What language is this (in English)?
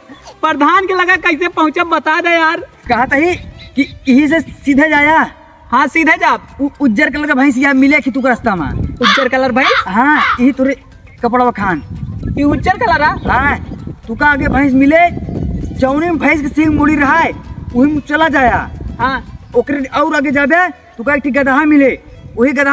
Awadhi